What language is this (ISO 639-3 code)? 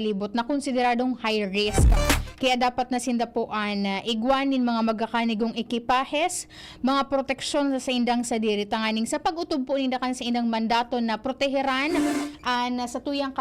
bik